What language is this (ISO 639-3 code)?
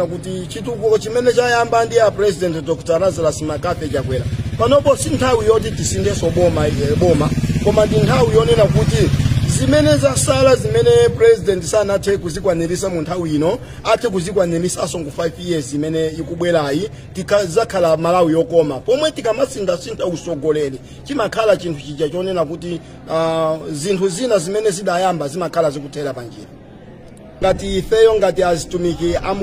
nya